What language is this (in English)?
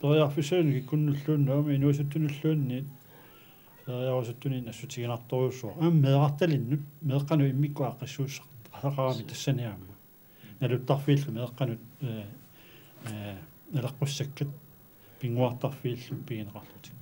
Kalaallisut